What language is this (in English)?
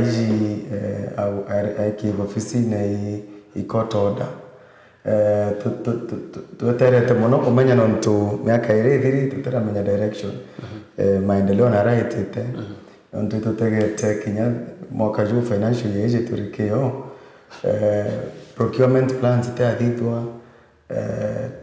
Meru